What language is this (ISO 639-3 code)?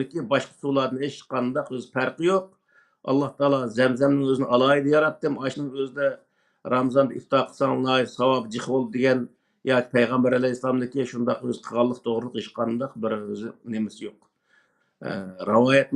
uig